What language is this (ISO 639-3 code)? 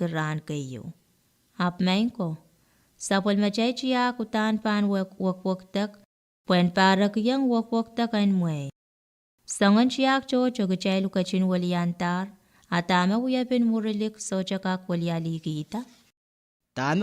pon